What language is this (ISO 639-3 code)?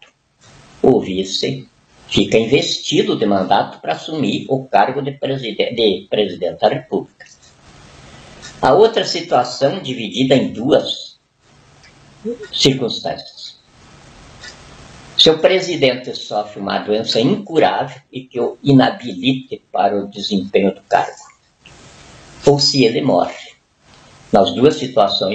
por